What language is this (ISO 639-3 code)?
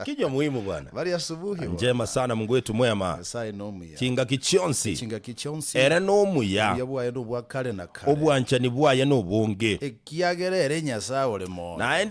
guz